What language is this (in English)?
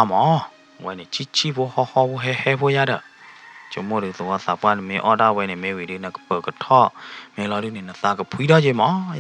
S'gaw Karen